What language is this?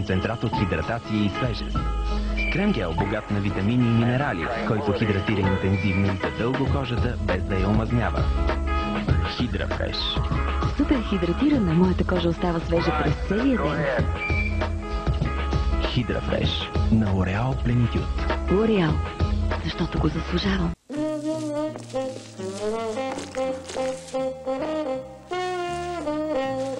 Bulgarian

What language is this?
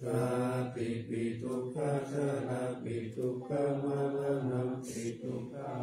Pali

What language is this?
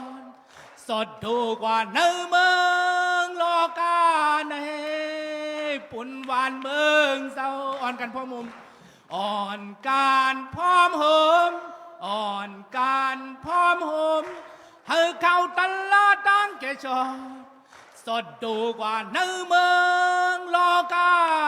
Shan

